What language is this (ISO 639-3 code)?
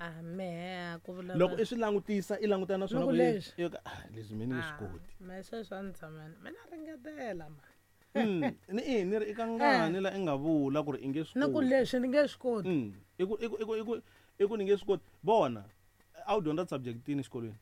tso